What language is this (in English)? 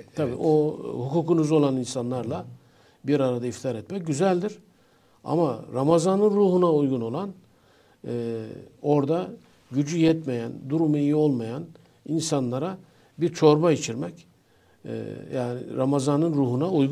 Turkish